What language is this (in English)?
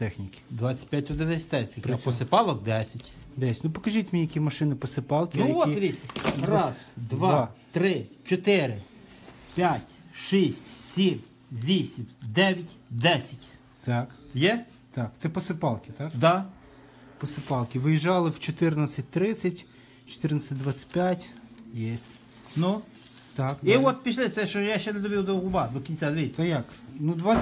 Ukrainian